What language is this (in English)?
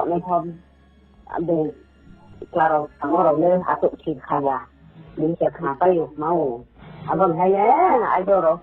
Riang (India)